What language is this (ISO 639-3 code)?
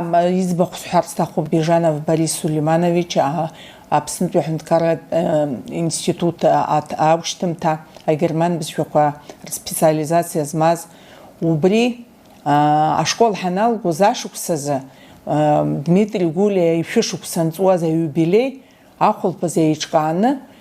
abk